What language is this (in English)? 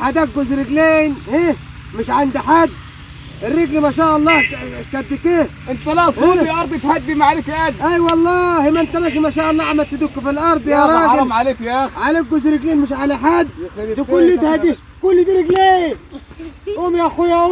Egyptian Arabic